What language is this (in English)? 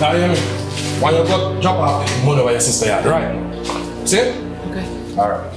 Jamaican Creole English